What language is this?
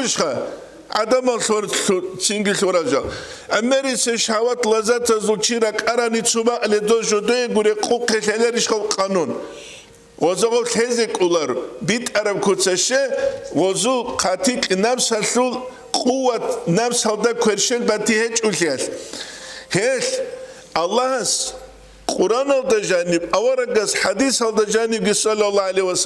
Avaric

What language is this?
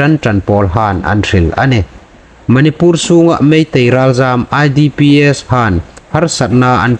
Hmar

